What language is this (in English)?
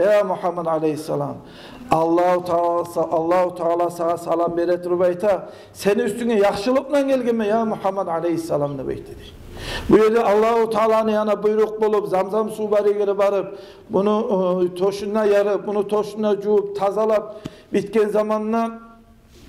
Kumyk